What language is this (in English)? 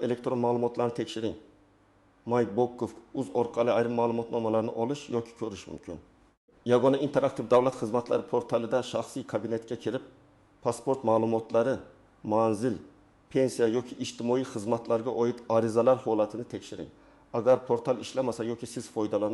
Uzbek